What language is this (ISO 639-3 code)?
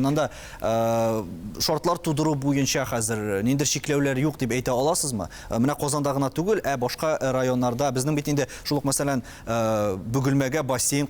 tat